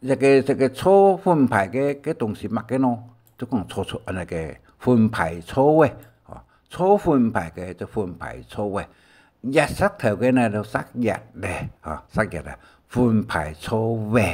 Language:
Hakka Chinese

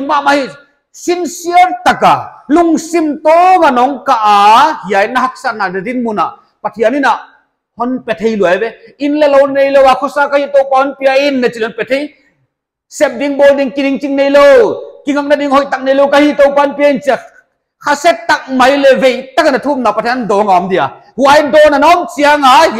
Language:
Paite Chin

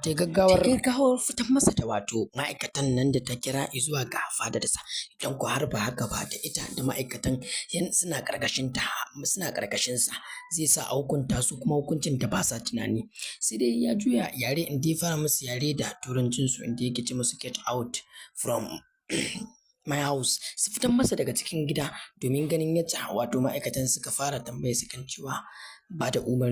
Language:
Hausa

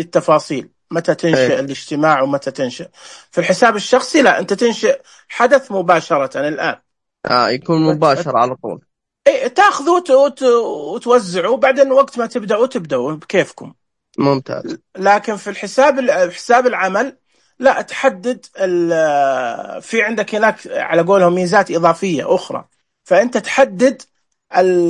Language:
Najdi Arabic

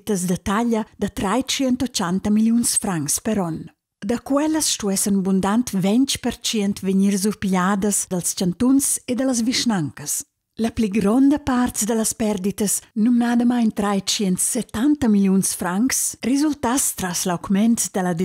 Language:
Romansh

